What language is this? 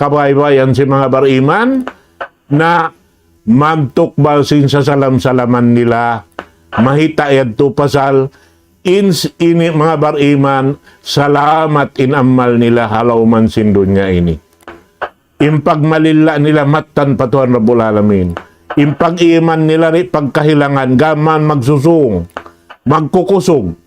Tausug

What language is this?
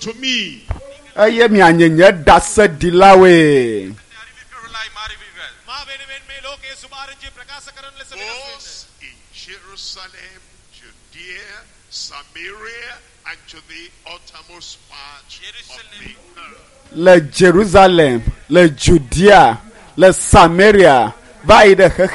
Ewe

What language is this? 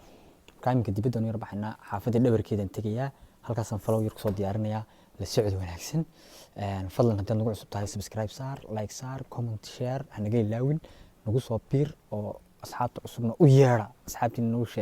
Somali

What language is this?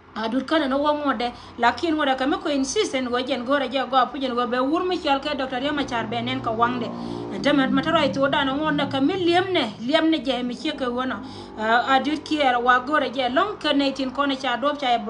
Nuer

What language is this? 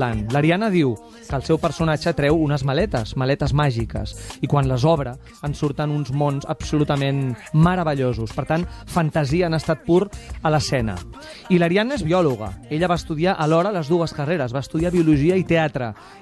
Catalan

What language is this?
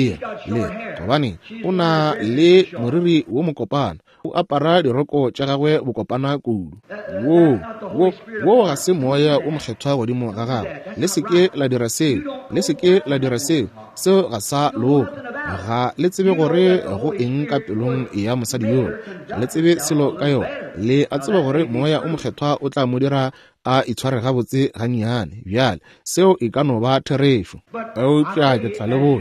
Northern Sotho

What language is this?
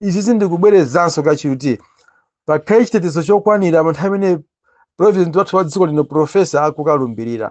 Nyanja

